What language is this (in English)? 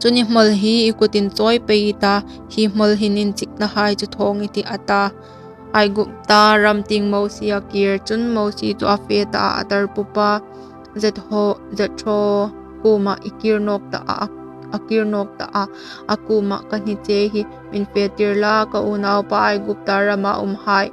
Hmar